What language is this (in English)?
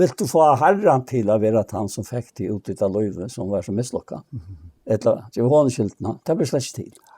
Faroese